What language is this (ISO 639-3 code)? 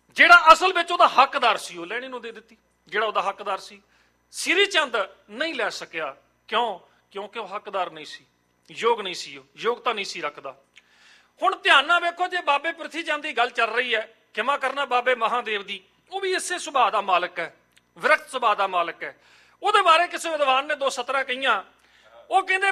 pan